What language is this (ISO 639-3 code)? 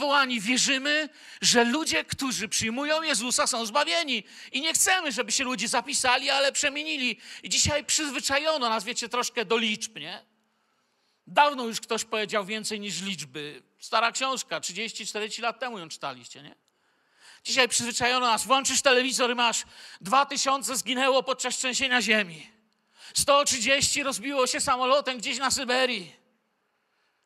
pol